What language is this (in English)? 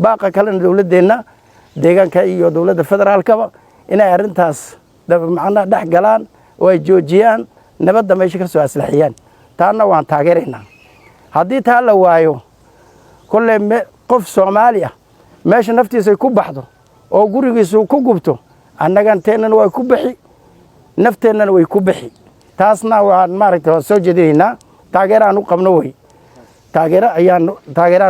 Somali